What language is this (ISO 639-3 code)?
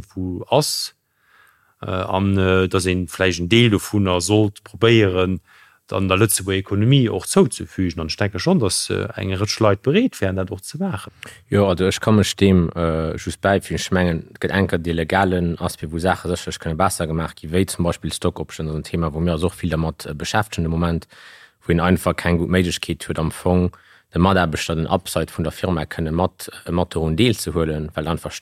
ltz